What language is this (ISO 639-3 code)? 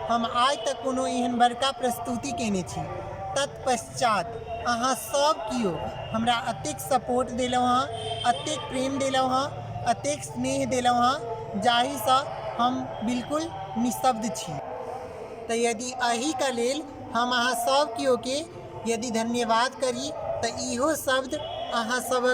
mai